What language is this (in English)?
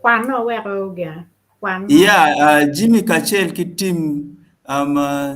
Acoli